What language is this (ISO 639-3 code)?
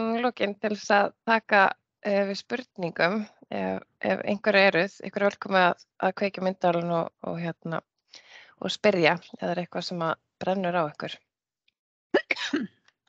isl